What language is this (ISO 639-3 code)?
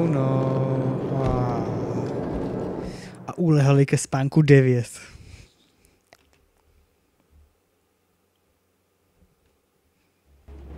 ces